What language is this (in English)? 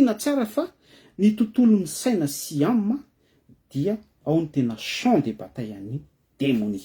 Malagasy